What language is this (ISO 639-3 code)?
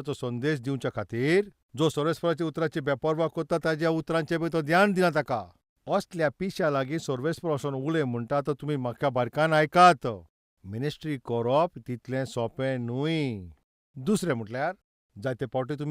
kok